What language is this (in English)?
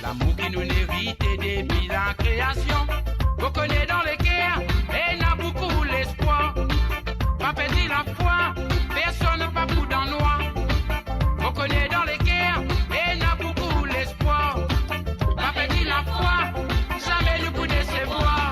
Morisyen